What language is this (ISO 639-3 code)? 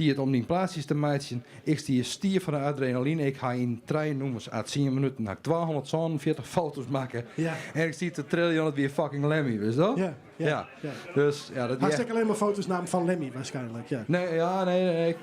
fry